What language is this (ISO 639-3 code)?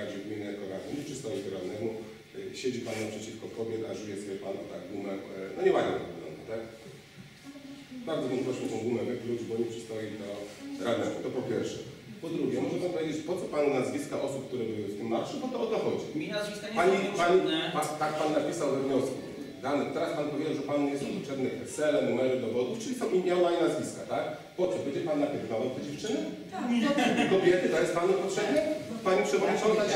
pol